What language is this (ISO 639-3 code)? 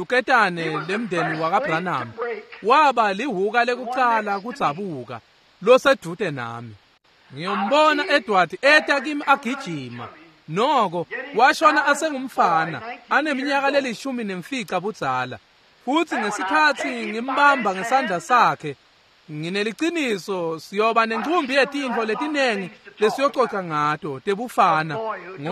ssw